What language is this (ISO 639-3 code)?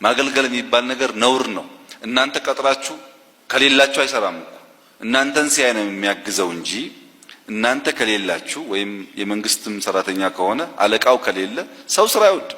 amh